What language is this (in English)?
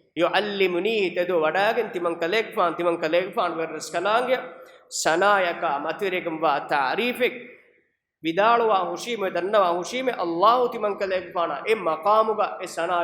Divehi